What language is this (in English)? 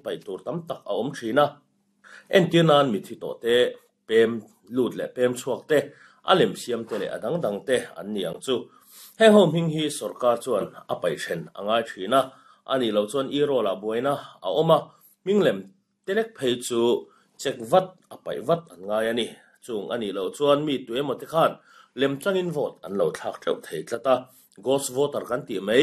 Mizo